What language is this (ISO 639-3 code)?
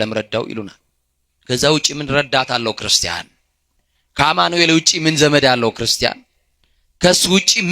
amh